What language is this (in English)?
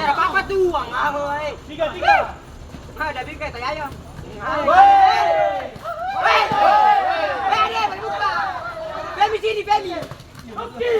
Ambonese Malay